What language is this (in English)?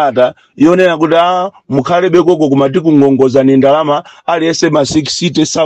Nyanja